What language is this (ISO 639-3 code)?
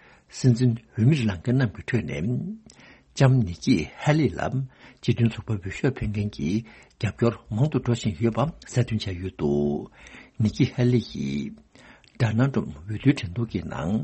bod